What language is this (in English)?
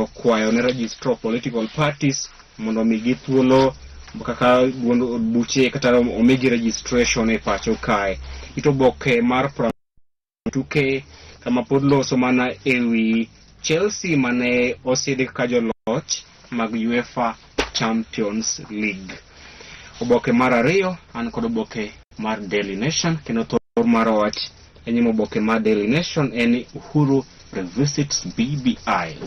Luo (Kenya and Tanzania)